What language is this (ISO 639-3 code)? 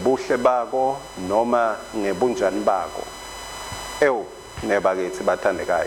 ssw